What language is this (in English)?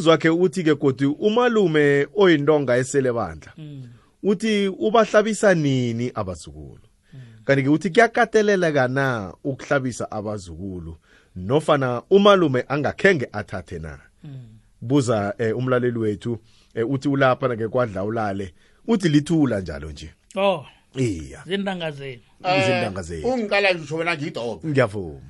South Ndebele